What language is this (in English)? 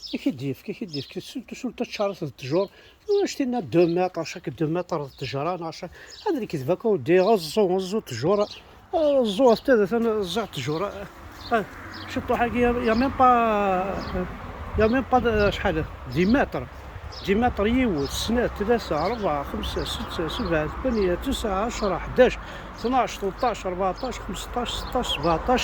Kabyle